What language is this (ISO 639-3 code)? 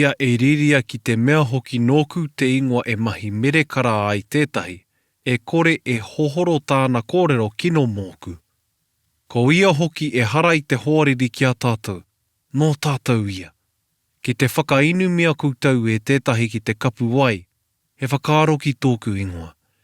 mri